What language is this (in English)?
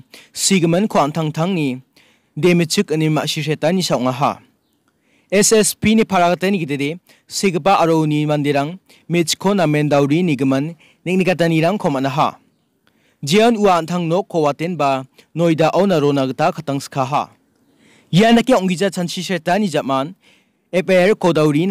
Garo